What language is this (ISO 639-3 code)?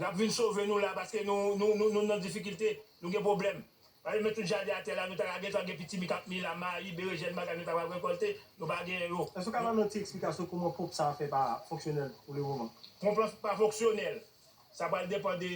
hat